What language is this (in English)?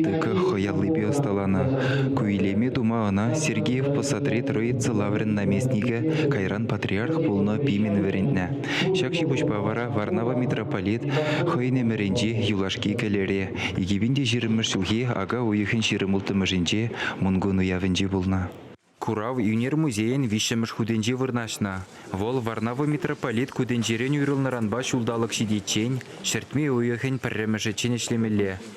Chuvash